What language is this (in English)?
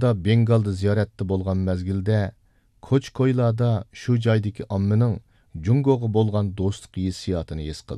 Uyghur